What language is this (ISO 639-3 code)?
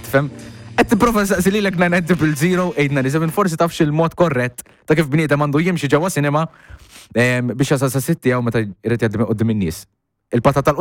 mlt